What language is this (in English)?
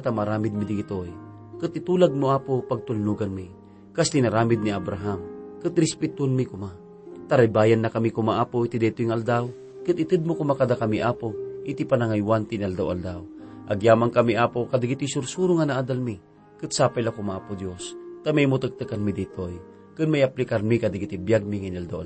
Iloko